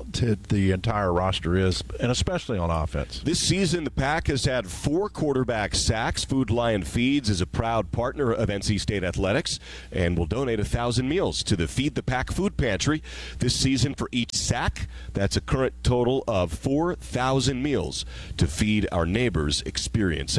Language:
English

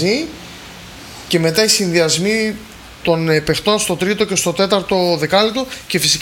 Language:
Greek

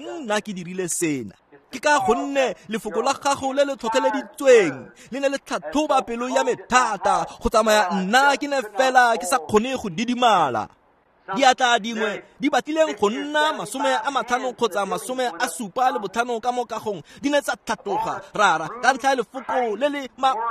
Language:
Tswana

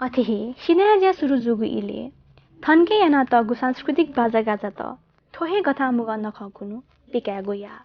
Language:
Newari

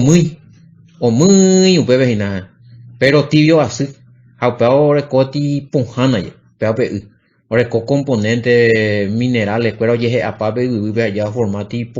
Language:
Guarani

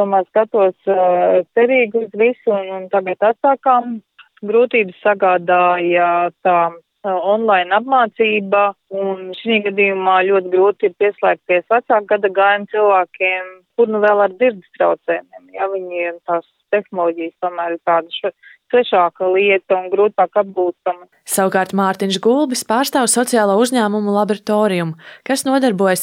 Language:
Latvian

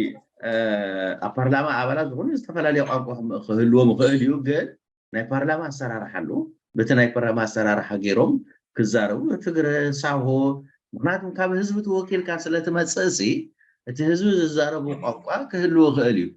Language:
Tigrinya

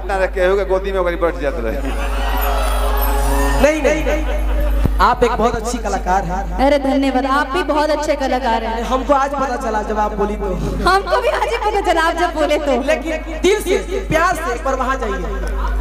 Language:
Bhojpuri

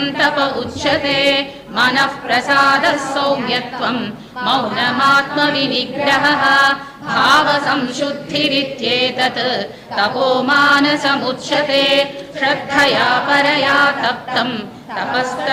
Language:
Sanskrit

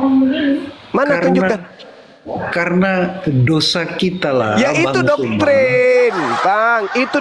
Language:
Indonesian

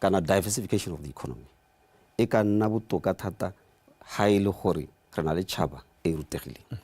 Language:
Tswana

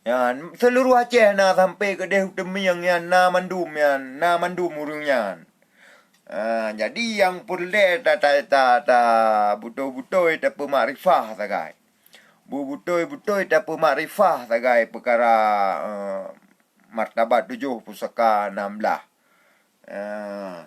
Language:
Achinese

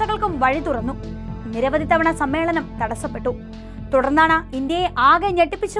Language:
Malayalam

